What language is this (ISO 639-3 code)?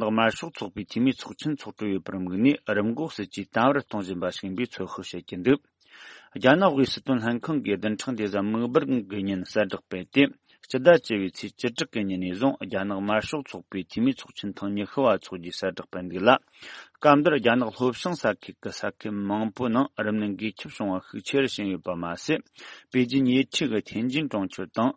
bod